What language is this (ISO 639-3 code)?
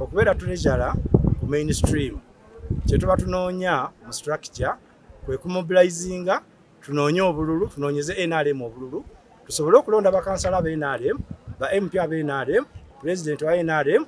lug